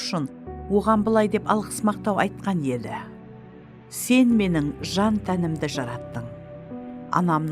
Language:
Kara-Kalpak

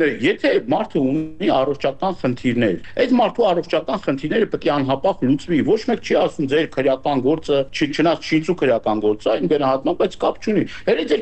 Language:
Armenian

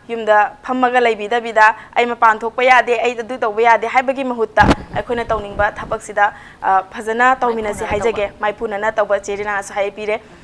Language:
Manipuri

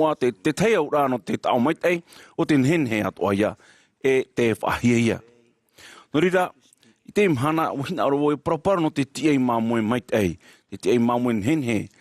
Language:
Tahitian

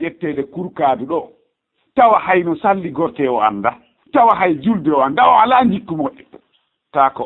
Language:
Fula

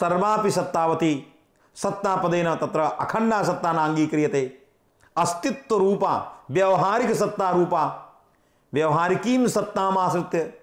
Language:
Sanskrit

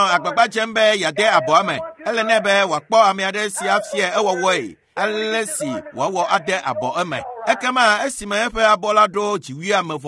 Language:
Ewe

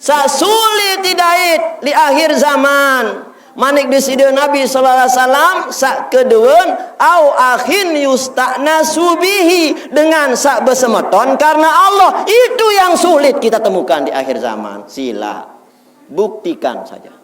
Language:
Sasak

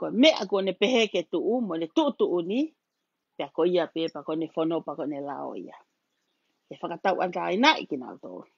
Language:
Tongan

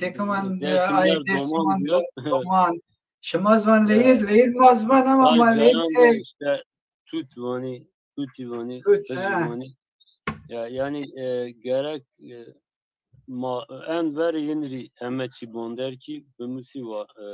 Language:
Zaza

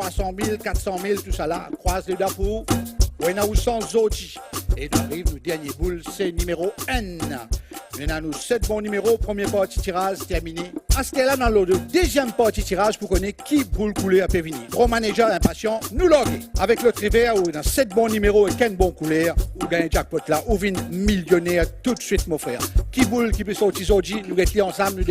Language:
Morisyen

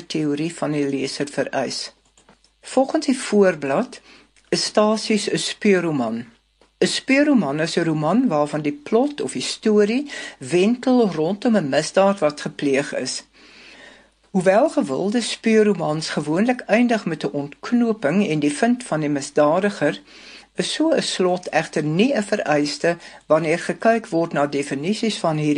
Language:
Afrikaans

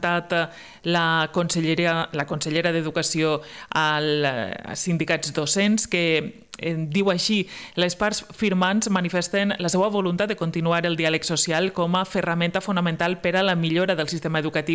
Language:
Catalan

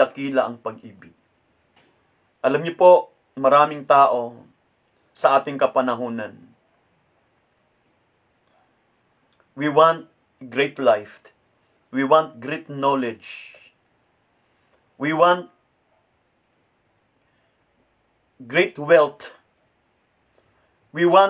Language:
Filipino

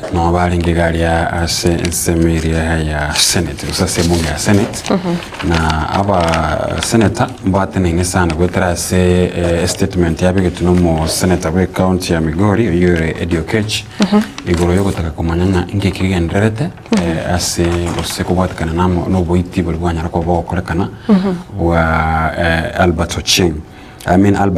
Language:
Gusii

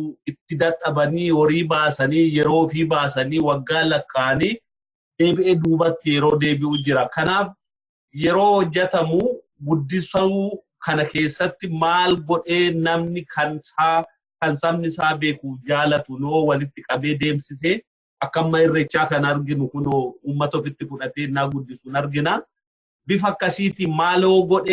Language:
Oromo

